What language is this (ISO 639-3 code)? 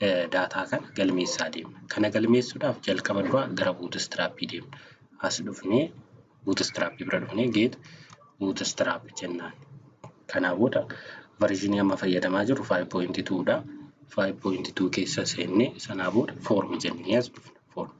orm